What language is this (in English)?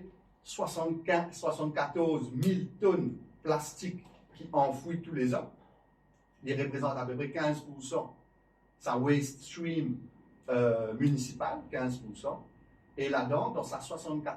Morisyen